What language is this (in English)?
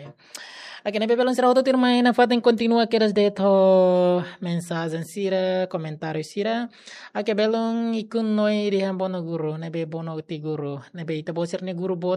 Tetum